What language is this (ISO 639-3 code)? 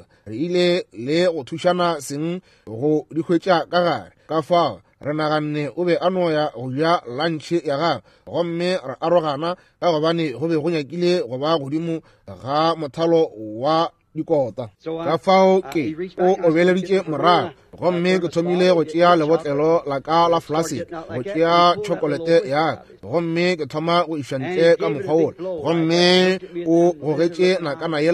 nso